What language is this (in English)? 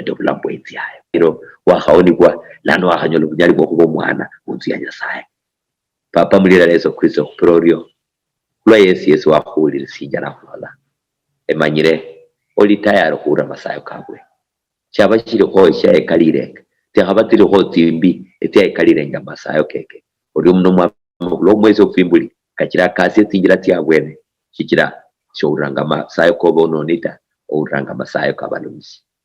Luyia